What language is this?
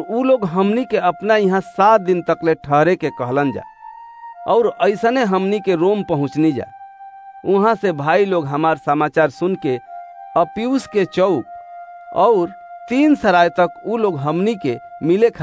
Bhojpuri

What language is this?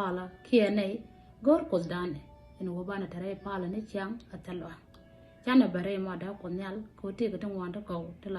Nuer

